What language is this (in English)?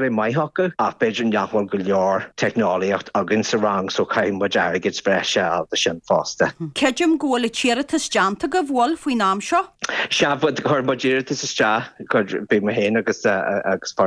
Irish